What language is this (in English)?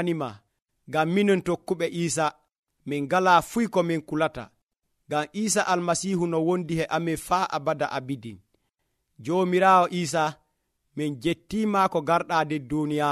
Nigerian Fulfulde